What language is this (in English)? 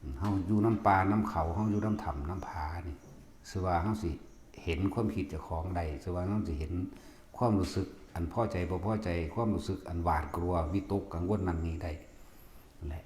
Northeastern Thai